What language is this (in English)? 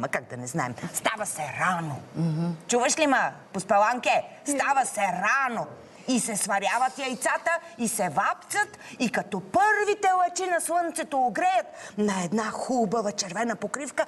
Bulgarian